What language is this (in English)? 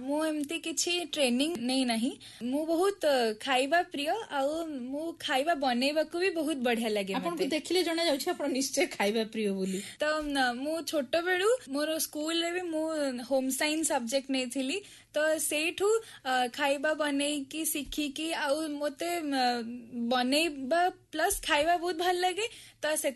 Odia